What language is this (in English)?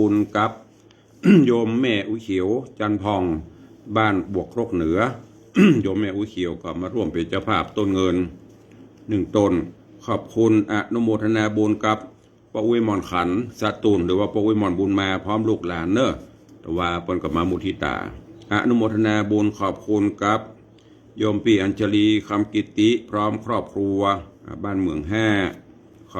Northern Thai